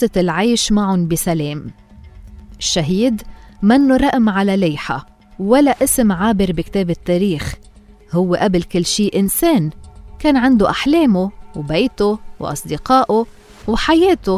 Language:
North Levantine Arabic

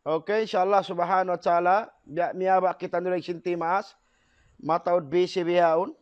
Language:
Tausug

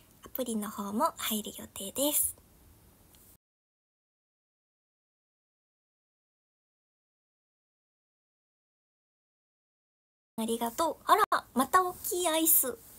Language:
Japanese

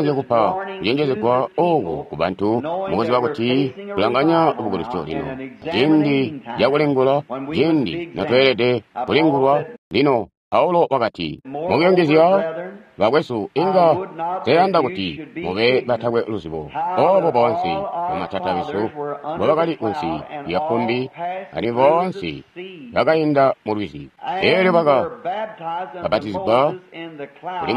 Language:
Tonga (Zambia)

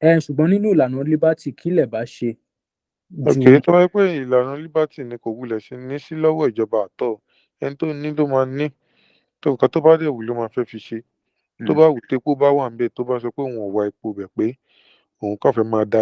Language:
Yoruba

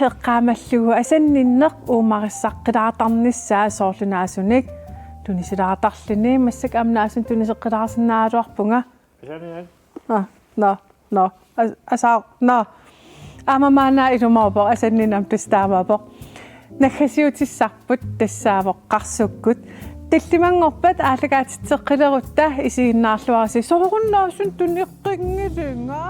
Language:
Kalaallisut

